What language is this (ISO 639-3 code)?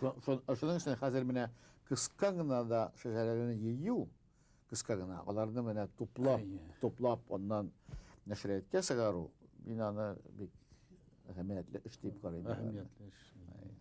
bak